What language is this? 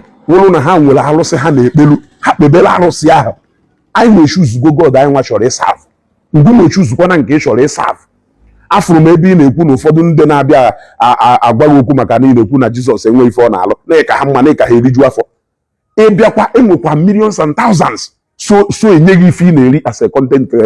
Igbo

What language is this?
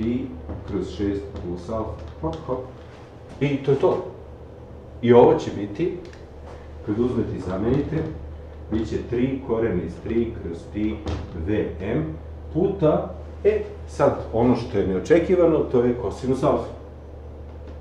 Serbian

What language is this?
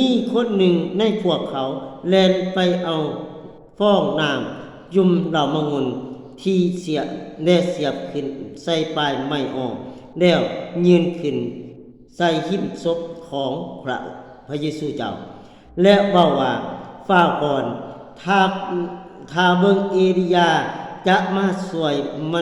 Lao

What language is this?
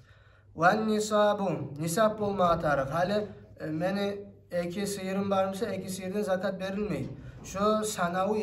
Kumyk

